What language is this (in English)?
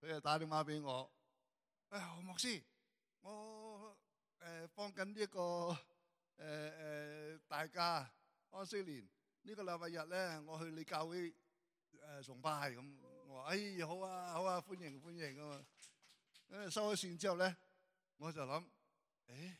Cantonese